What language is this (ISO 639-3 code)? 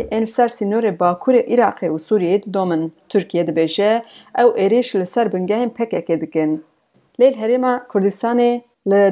kur